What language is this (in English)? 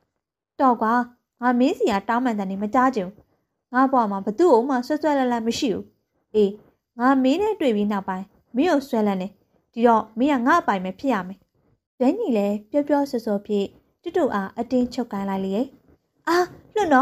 Burmese